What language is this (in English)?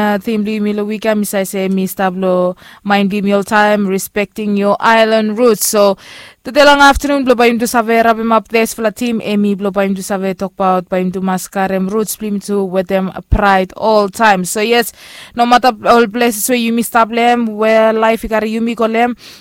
Bislama